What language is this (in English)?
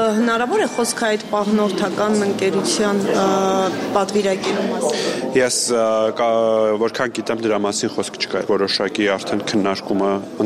Armenian